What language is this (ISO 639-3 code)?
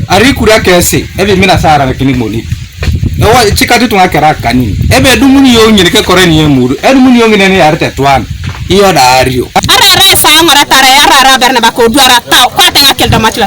teo